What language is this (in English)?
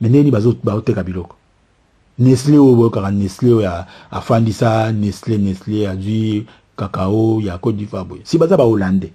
Lingala